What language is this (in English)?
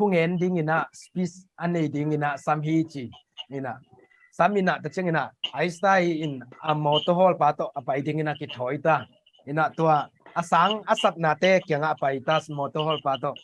Tedim Chin